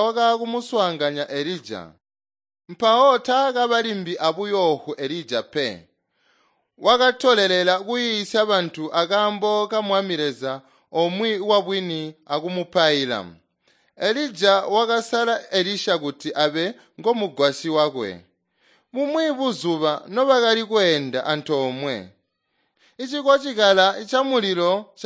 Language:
Tonga (Zambia)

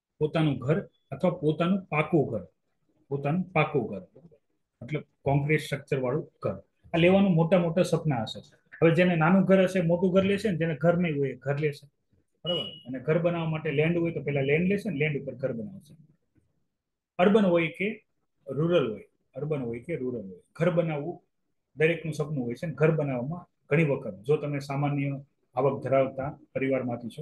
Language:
Gujarati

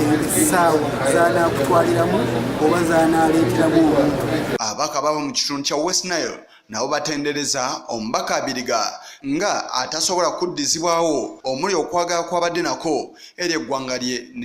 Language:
Ganda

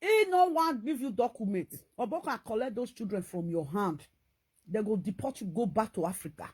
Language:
Nigerian Pidgin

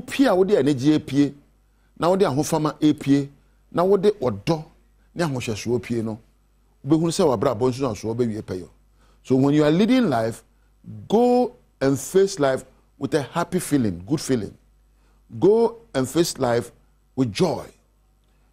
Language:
Akan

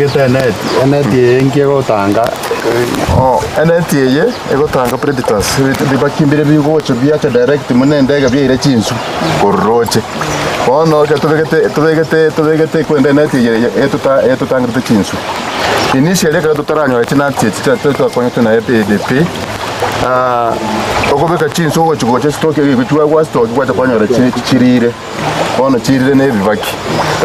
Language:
Gusii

